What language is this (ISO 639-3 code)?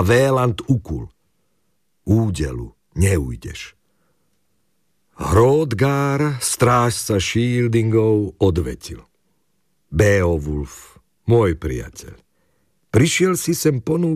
slk